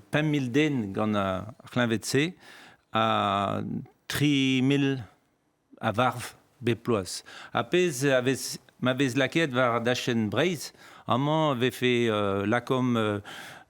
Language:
Breton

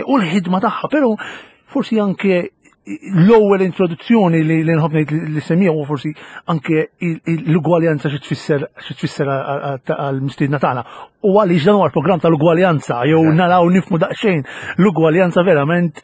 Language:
Maltese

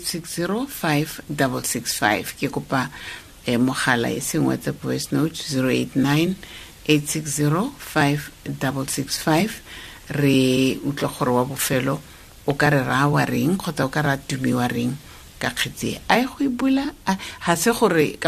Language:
Tswana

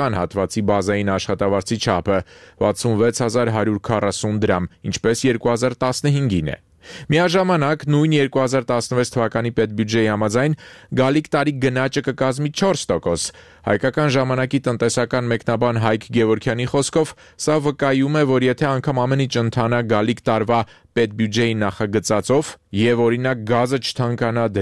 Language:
Armenian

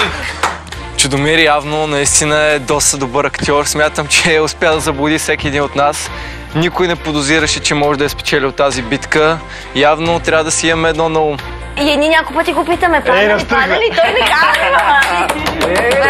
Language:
Bulgarian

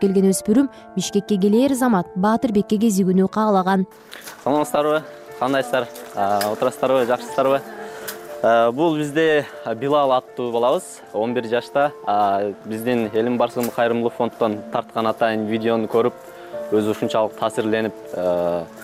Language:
Kyrgyz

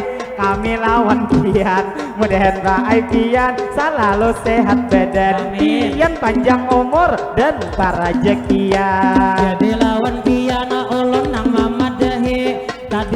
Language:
Banjar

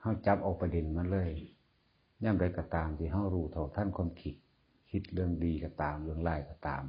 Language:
Lao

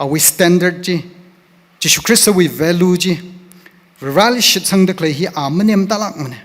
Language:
Tangkhul Naga (India)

